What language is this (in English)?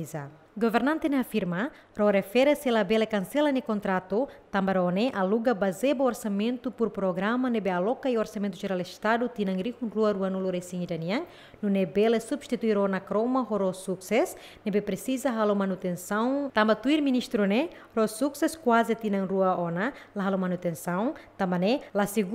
Tetum